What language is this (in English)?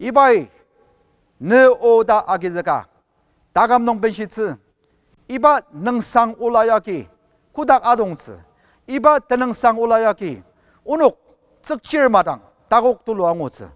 Ao Naga